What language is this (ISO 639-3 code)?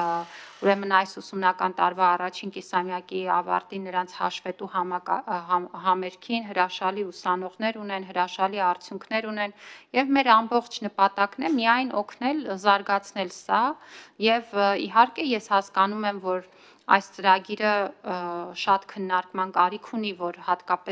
hye